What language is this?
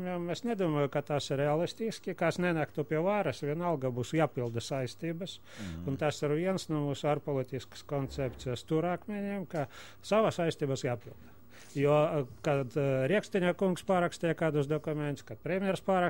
Latvian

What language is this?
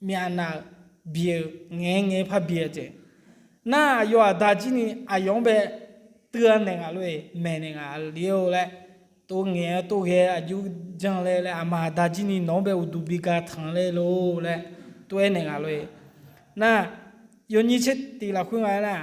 Akha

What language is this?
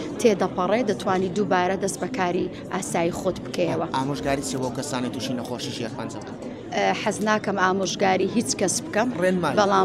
Central Kurdish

